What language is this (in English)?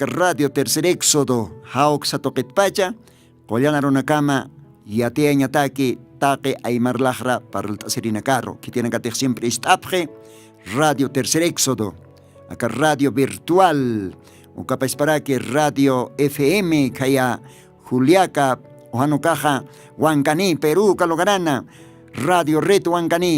Aymara